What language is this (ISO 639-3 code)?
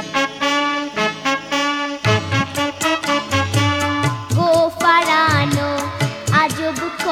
ben